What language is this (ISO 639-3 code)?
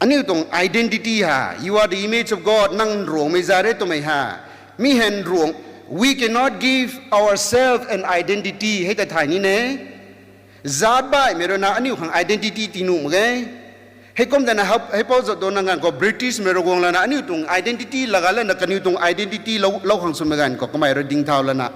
nbu